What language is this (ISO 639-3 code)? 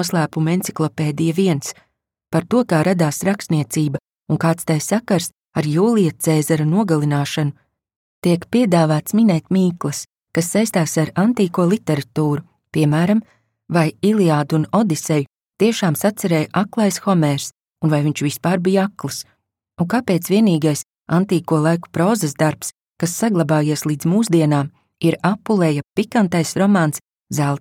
lav